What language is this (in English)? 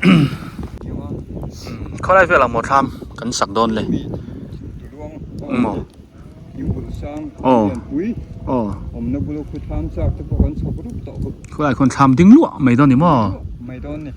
Biete